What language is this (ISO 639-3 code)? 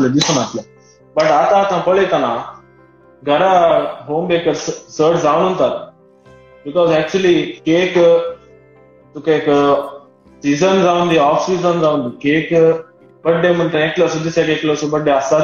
kok